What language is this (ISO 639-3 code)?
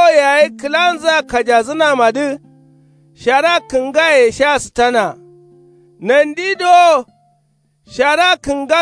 kau